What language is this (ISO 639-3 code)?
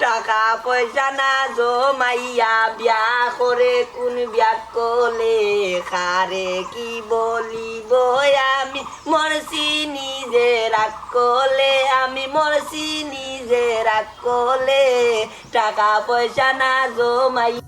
syl